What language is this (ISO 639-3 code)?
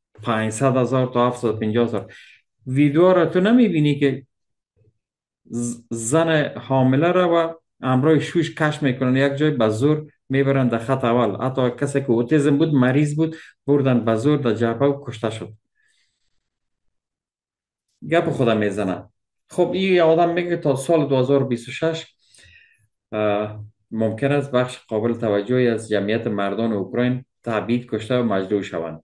fas